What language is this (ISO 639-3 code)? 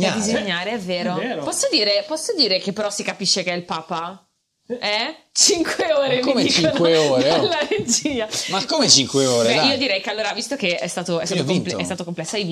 ita